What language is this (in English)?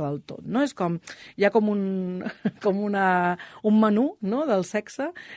Catalan